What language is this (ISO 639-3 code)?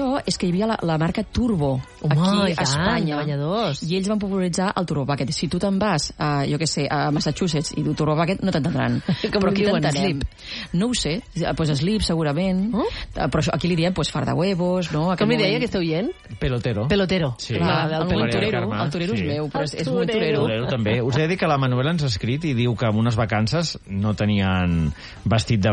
cat